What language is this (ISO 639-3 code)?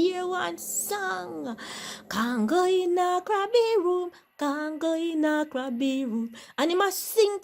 jam